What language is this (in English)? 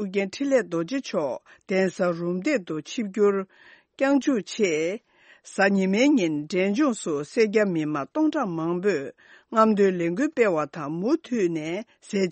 Tibetan